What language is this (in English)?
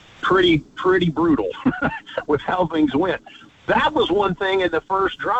English